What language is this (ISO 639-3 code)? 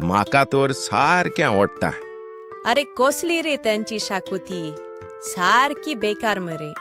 kok